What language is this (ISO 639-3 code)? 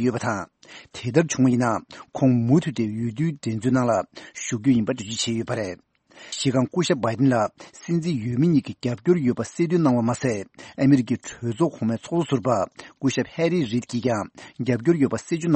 bod